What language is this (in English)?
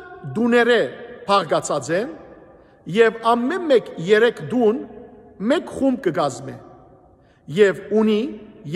Western Armenian